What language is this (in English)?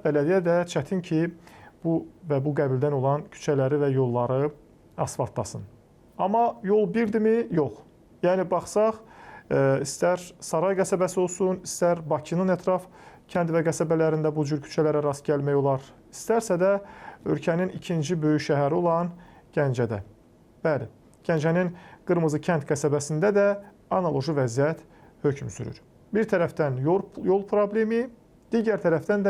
Azerbaijani